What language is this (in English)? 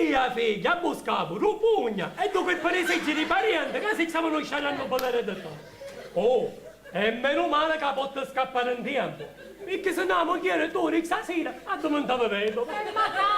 Sicilian